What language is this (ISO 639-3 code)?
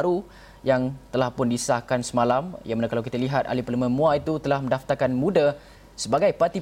msa